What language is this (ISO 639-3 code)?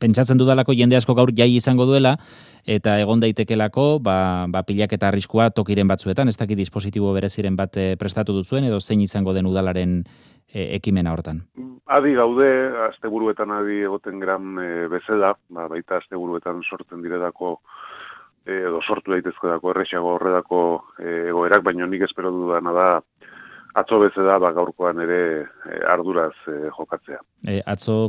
eus